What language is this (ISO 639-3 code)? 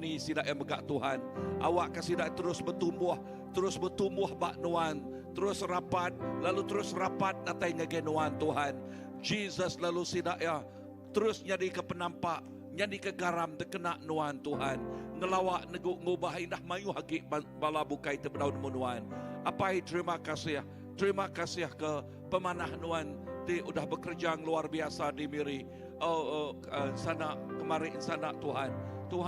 iba